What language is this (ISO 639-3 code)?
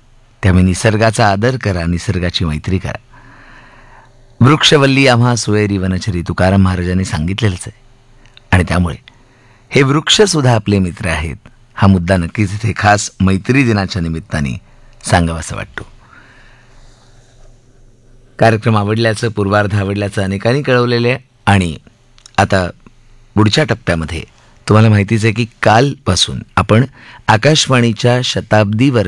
mar